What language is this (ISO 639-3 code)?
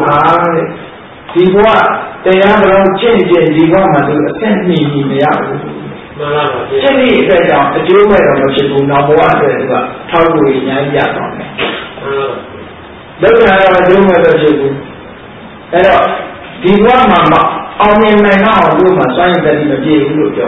mya